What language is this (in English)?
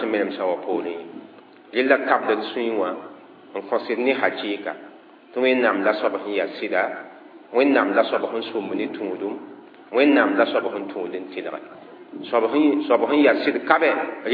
Mossi